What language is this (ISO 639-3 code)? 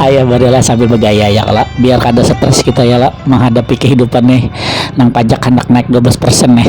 bjn